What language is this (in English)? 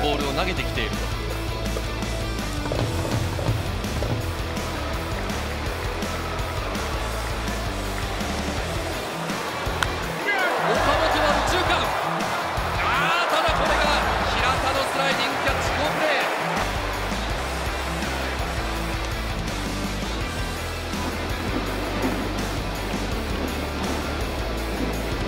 Japanese